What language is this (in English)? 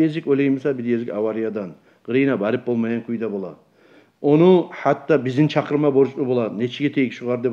Kumyk